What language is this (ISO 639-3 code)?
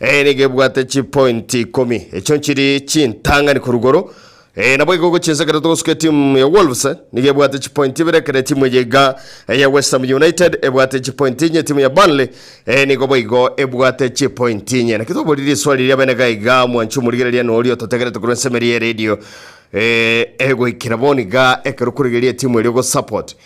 guz